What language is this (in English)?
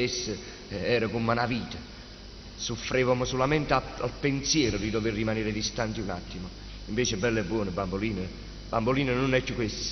Neapolitan